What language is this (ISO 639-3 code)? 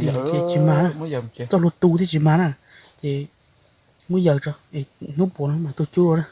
hmn